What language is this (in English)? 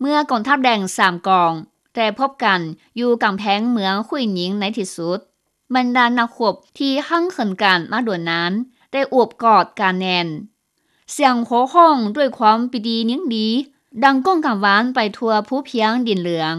Lao